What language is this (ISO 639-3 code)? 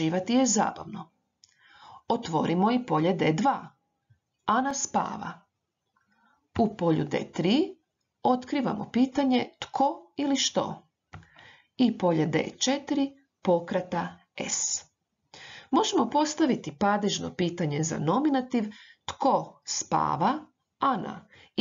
hrv